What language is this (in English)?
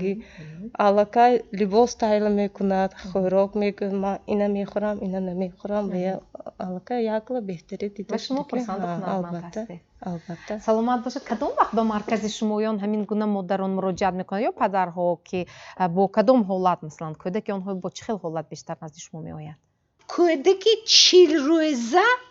Tajik